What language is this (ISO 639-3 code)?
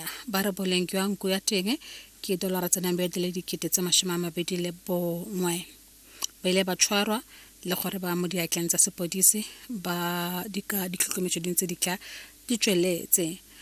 tsn